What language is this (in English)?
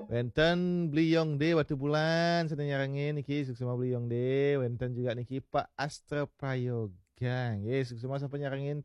Balinese